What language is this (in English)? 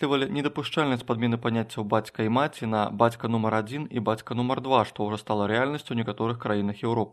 Belarusian